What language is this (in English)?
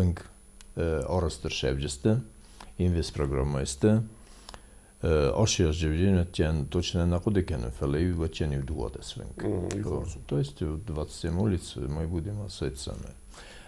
Ossetic